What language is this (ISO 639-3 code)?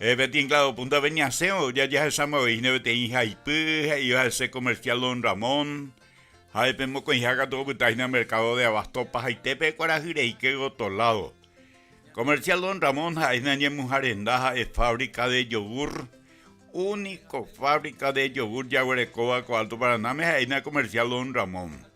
grn